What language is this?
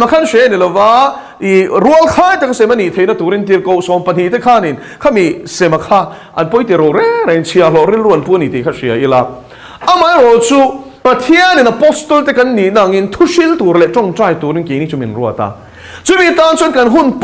Mizo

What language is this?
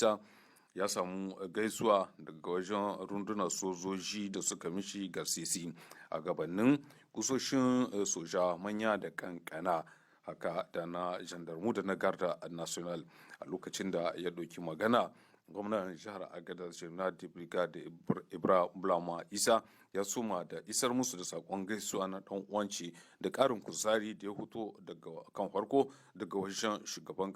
Hausa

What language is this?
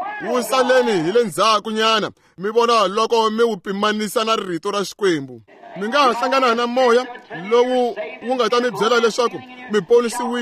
Tsonga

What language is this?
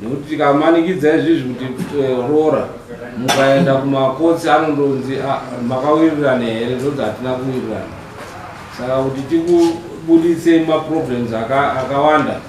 Shona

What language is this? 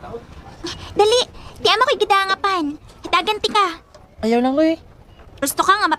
Cebuano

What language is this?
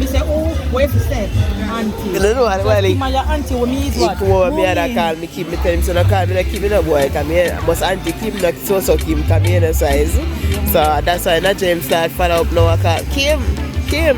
Jamaican Creole English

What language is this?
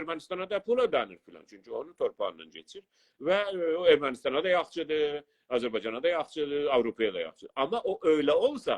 South Azerbaijani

